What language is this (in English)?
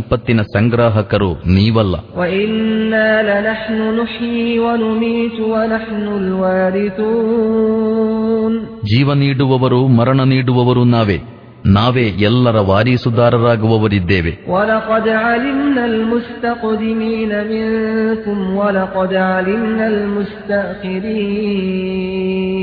Kannada